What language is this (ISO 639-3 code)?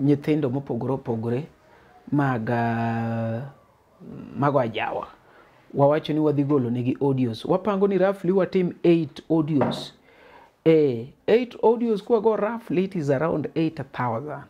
luo